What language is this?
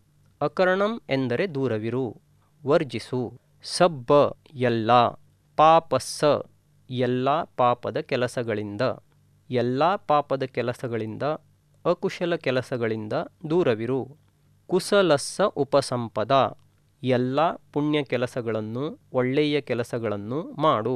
Kannada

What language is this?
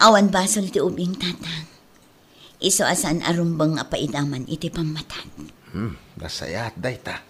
Iloko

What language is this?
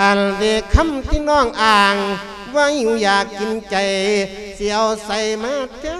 Lao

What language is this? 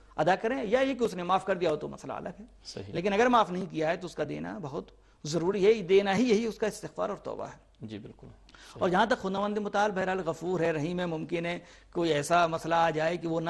Urdu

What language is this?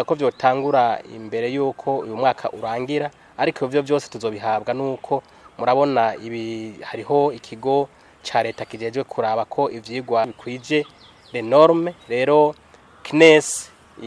Rundi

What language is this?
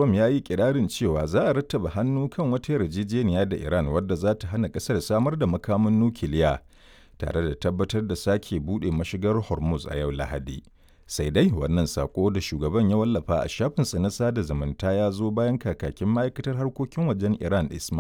Hausa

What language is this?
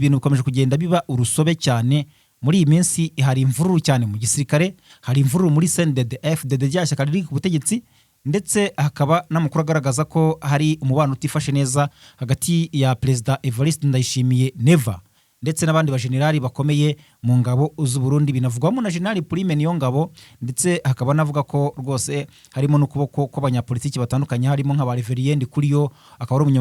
Kinyarwanda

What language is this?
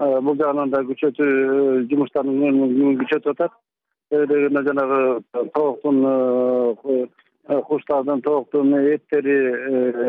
Kyrgyz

